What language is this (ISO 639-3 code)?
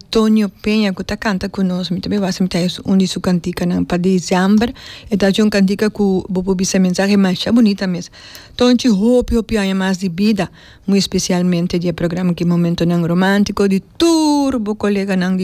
pap